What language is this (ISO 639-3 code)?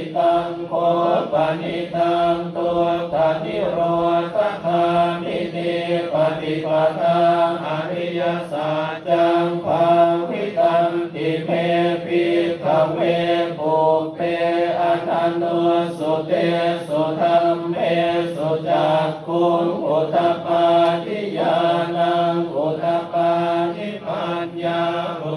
pli